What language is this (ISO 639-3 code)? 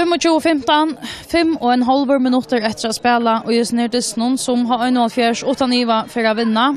fao